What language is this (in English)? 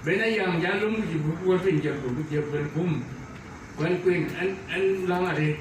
Dinka